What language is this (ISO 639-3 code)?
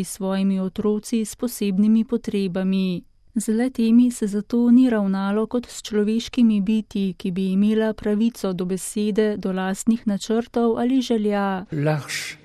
slv